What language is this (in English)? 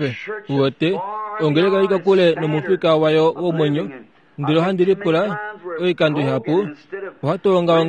Kuanyama